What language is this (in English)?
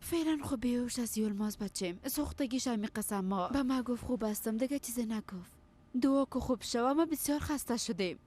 Persian